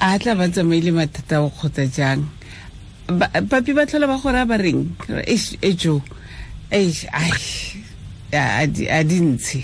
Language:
Tswana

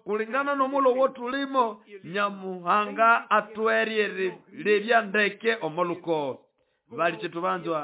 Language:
Nande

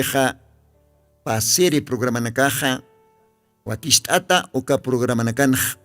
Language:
Aymara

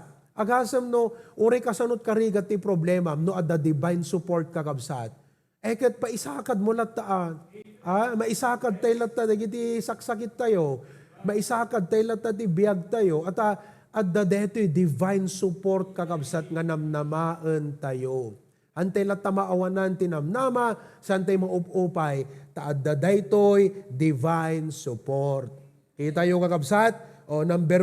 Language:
Iloko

